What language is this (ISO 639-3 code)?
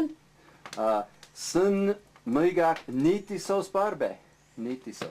tyv